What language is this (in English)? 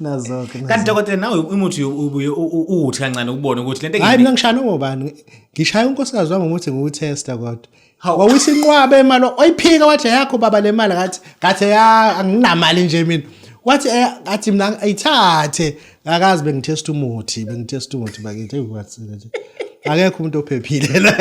Zulu